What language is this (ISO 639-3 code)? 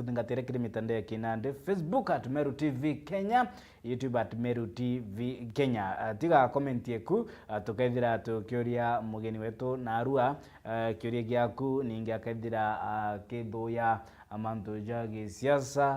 mer